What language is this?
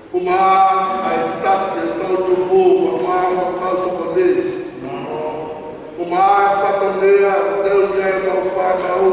Tongan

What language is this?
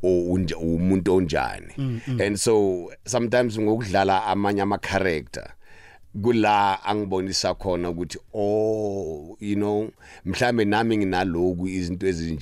South Ndebele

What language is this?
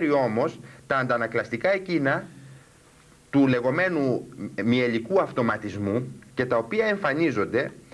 Greek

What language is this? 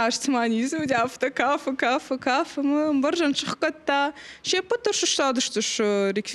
Ossetic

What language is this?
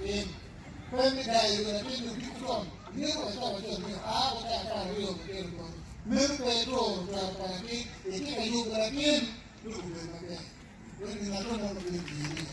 Acoli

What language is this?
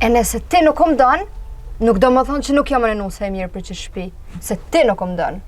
Albanian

